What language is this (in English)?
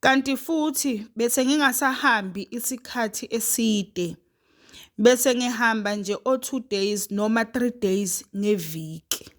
Zulu